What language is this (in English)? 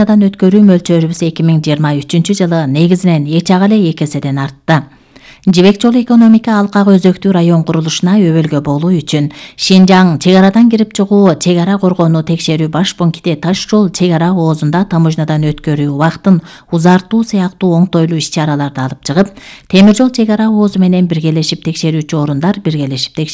Kyrgyz